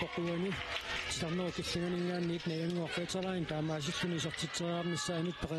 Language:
Kalaallisut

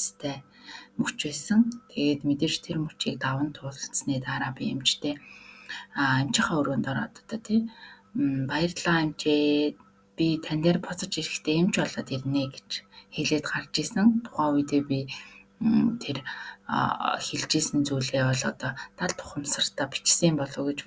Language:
Mongolian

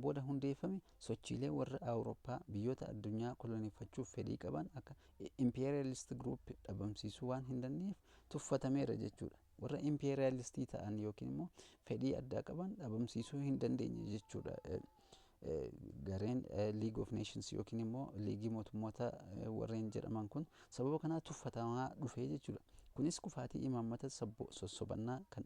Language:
Oromo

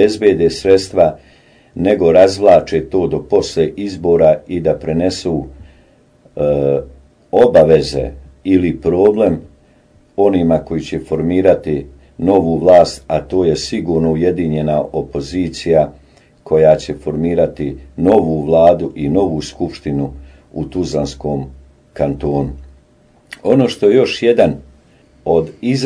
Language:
Bosnian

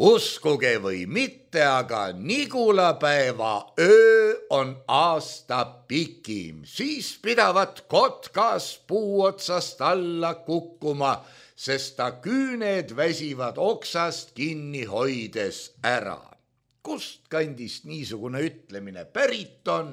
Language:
Estonian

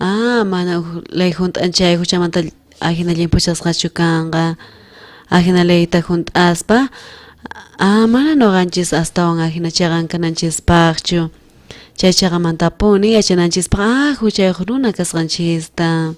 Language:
South Bolivian Quechua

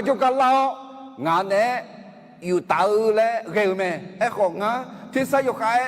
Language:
Akha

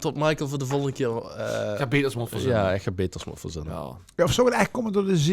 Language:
Limburgish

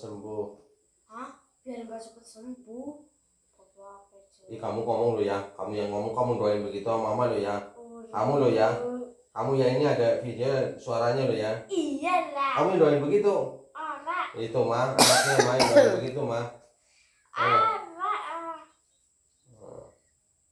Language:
Indonesian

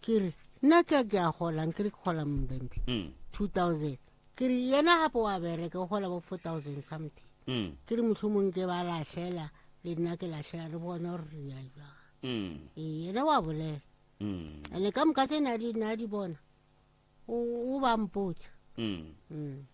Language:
Northern Sotho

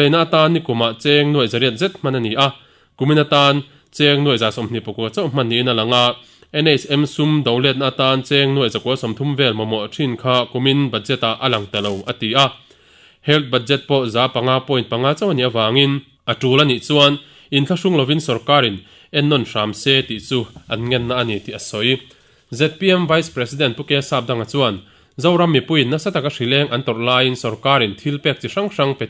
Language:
Mizo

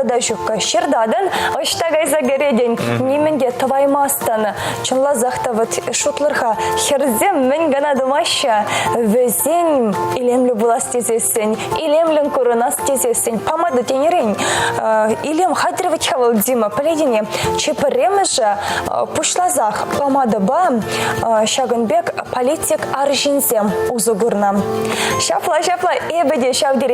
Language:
Chuvash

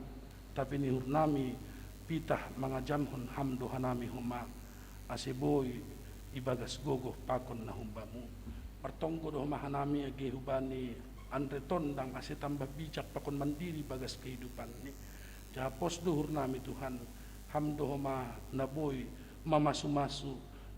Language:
Batak Simalungun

